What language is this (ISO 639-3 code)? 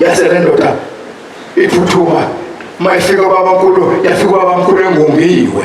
zul